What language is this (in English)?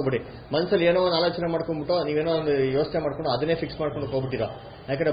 Kannada